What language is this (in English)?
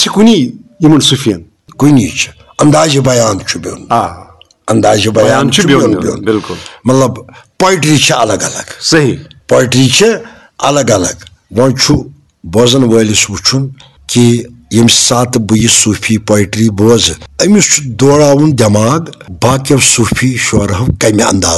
Kashmiri